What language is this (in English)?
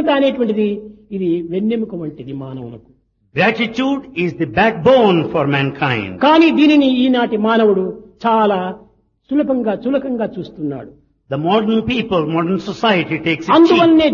Telugu